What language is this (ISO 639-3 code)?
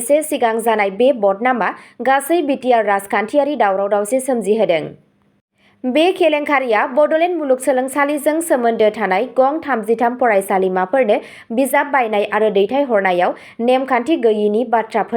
brx